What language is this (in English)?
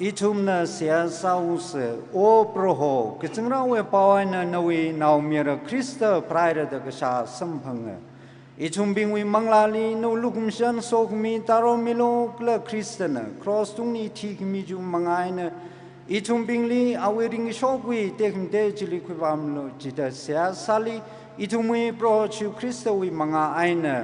Tangkhul Naga (India)